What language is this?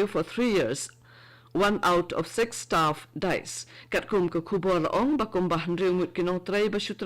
Khasi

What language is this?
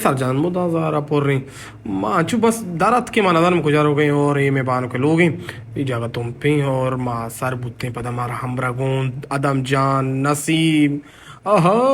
Baluchi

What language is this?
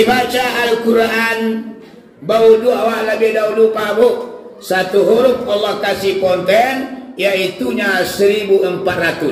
Minangkabau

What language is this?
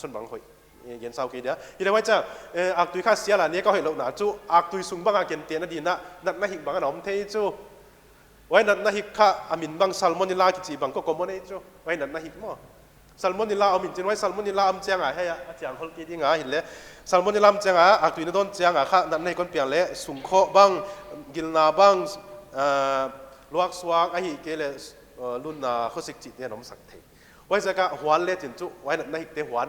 Paite Chin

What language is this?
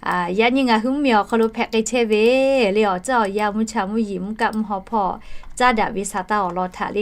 Lahu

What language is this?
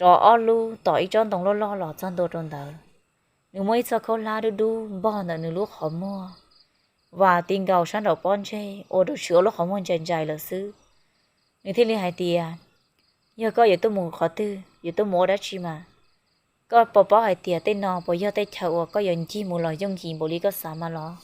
Hmong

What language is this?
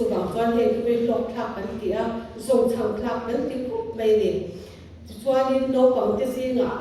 Mizo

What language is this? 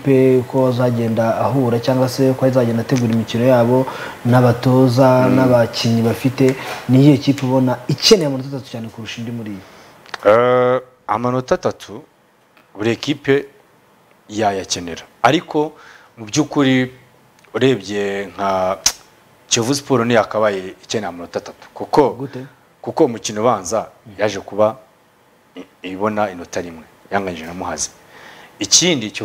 Kinyarwanda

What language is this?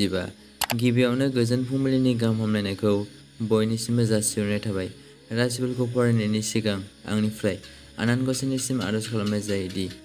Bodo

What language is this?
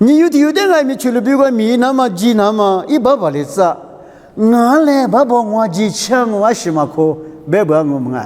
Lisu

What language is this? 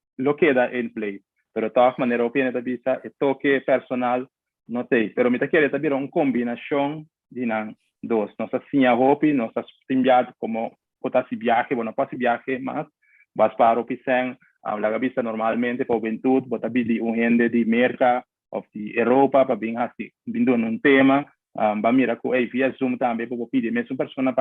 Papiamento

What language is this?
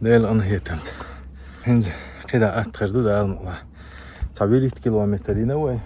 Chechen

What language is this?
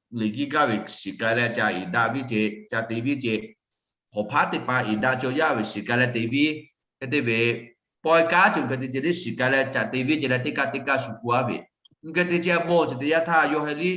Lahu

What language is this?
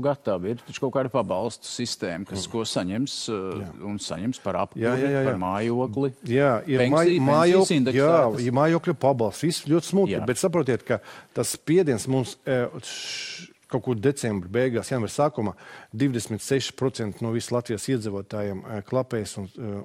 Latvian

